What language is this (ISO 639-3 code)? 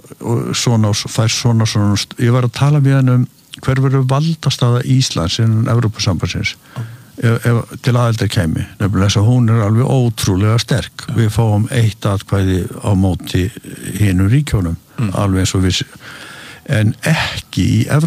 isl